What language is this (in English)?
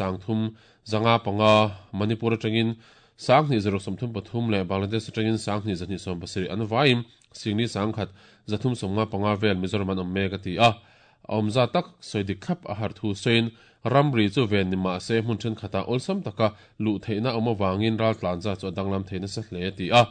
Mizo